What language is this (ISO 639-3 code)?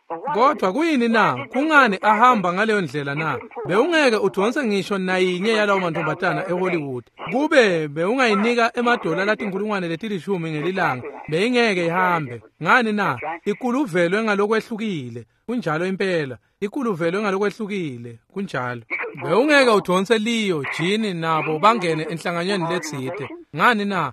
ssw